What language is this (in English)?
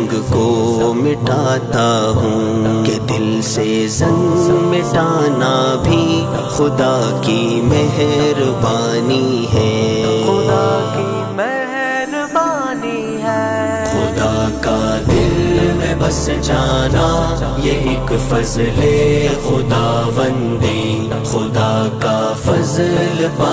Urdu